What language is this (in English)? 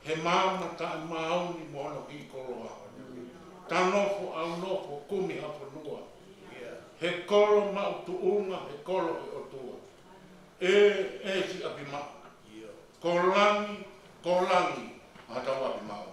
Tongan